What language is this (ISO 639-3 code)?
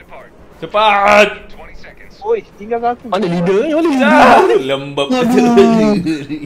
msa